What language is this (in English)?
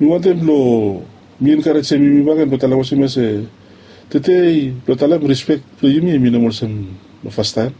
Bislama